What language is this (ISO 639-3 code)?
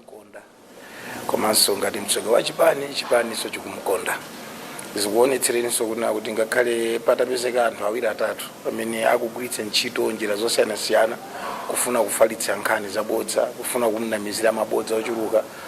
nya